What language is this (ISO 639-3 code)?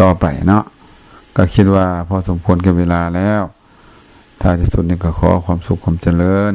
lao